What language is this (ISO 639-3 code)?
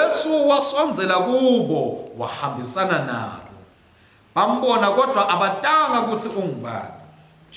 ssw